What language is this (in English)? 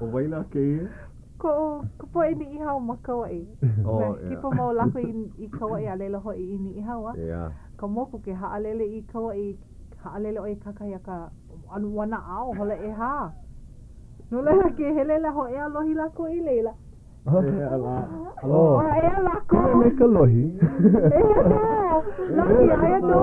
Hawaiian